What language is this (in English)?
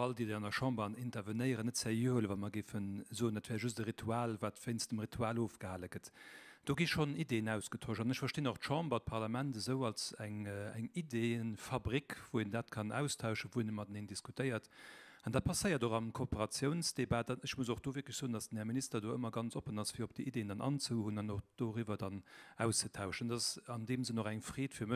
Luxembourgish